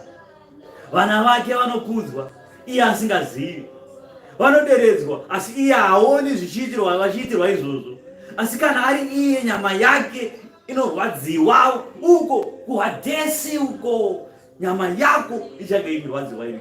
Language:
Shona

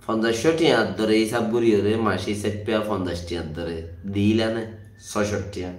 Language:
Rohingya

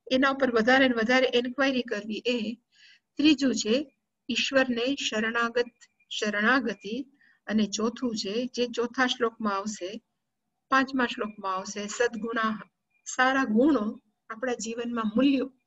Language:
Gujarati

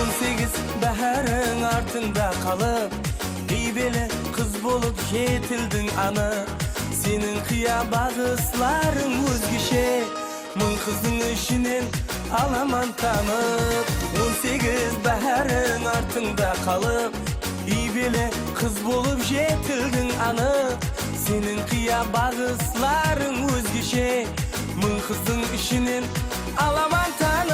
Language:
Kara-Kalpak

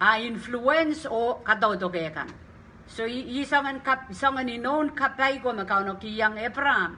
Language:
Pohnpeian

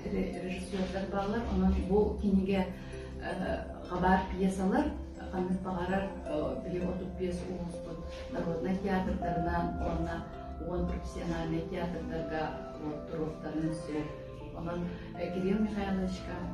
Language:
Yakut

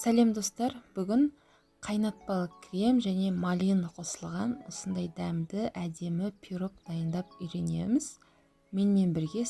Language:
Kazakh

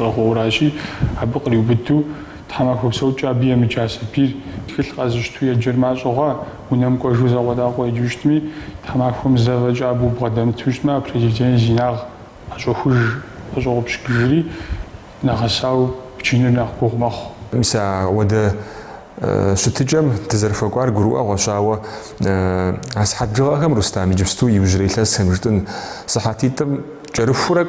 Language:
Kabardian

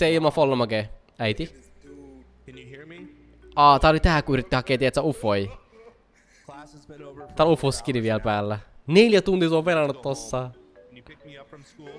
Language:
Finnish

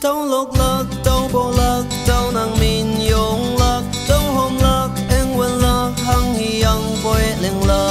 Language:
Naga Pidgin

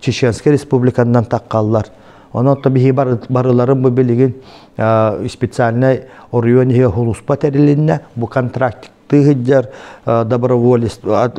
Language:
Yakut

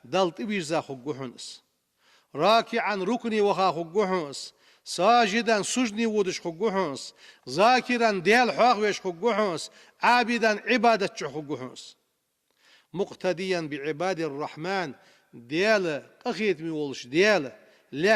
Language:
Ingush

